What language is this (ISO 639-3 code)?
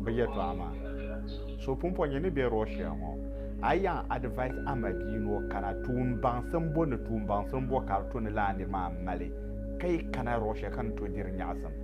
dag